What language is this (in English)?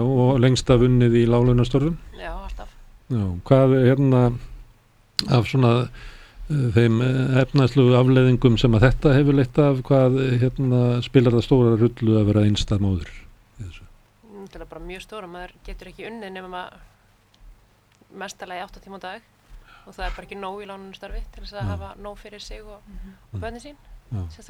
Icelandic